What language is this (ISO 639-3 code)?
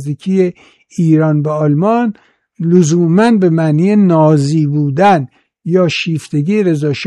fas